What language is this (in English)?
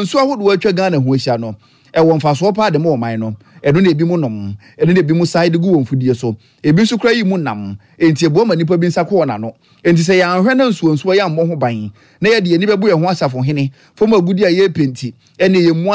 Akan